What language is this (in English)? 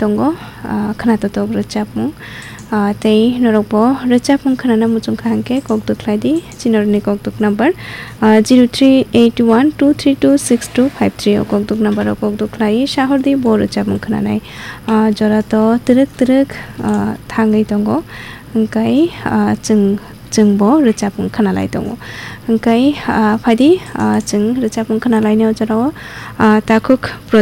Kok Borok